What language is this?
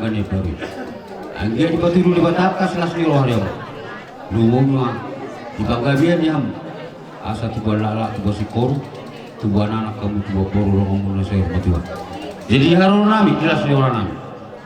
Batak Toba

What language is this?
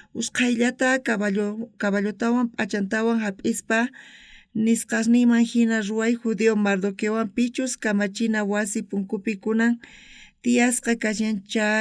South Bolivian Quechua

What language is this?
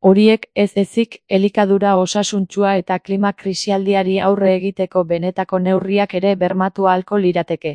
Basque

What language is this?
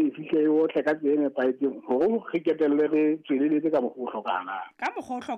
Southern Sotho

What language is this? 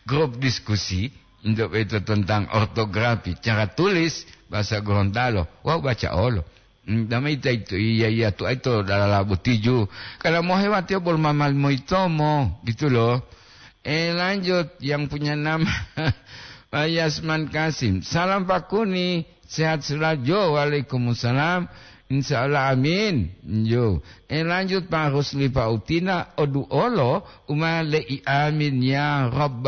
Gorontalo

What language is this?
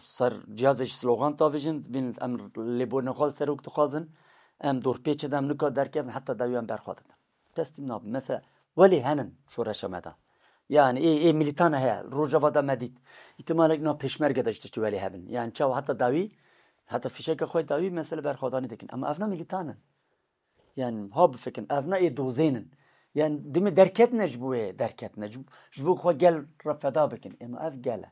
Kurdish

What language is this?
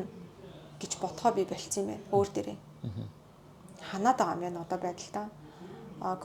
Mongolian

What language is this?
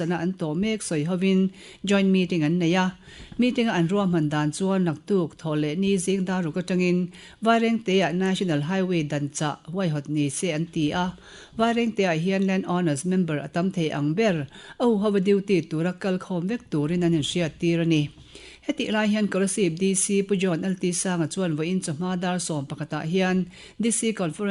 Mizo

